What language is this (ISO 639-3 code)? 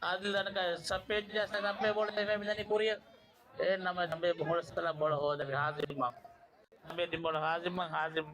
div